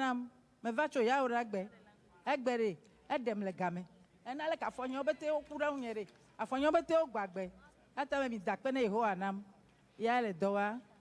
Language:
Ewe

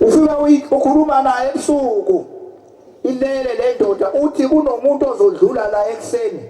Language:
Zulu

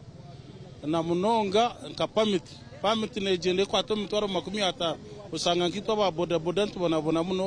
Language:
Nyankole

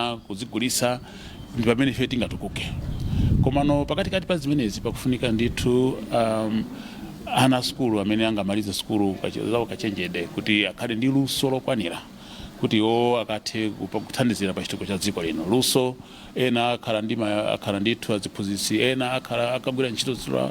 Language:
Nyanja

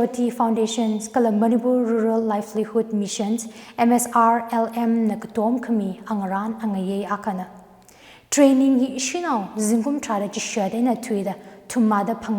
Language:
Tangkhul Naga (India)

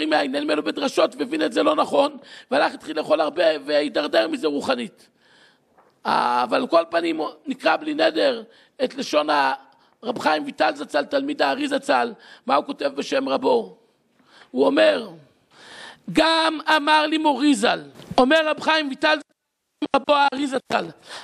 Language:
Hebrew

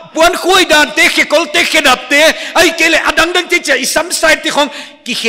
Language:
Paite Chin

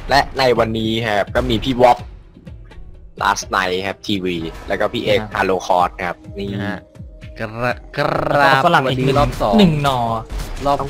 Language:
Thai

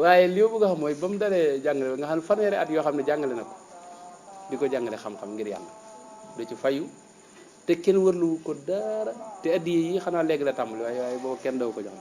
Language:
Wolof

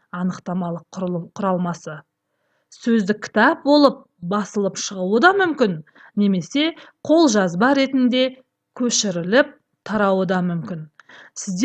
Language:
Kazakh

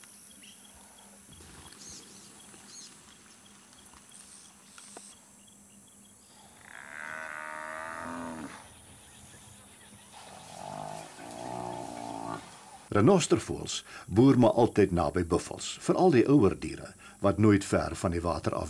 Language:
Afrikaans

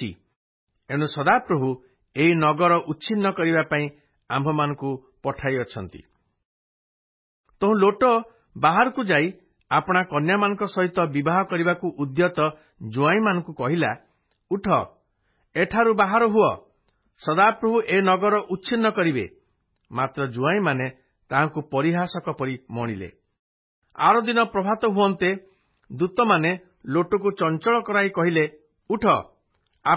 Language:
Odia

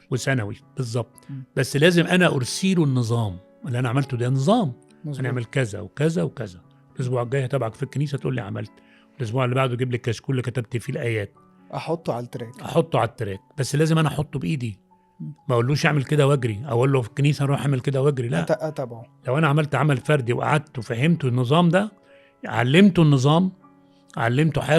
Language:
Egyptian Arabic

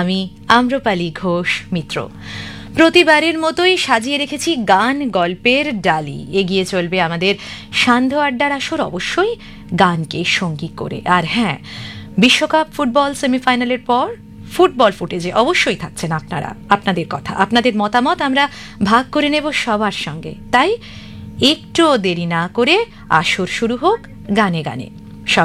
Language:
Bangla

